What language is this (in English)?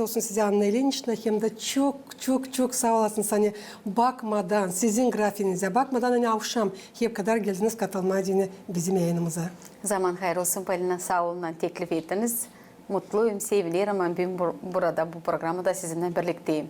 Gagauz